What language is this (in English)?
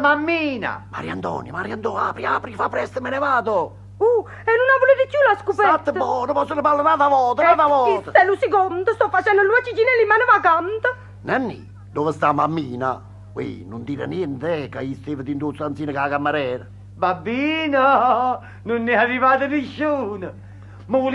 Neapolitan